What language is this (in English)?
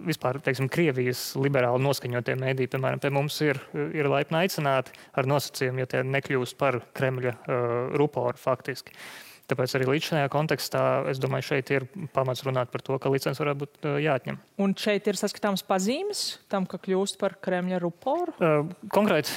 Latvian